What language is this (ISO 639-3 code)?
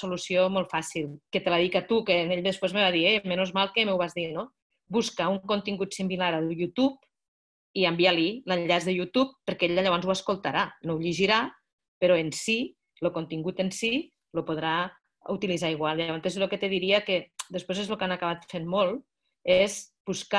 cat